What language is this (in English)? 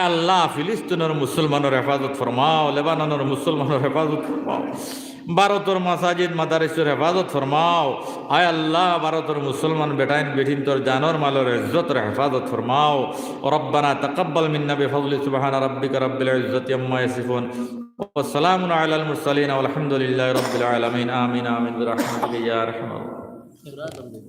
Sylheti